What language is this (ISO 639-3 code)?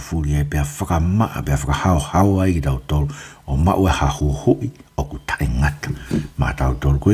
ton